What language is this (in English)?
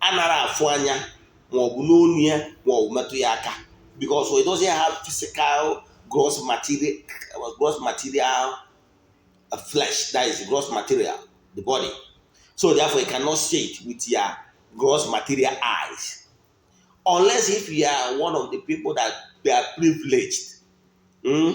Igbo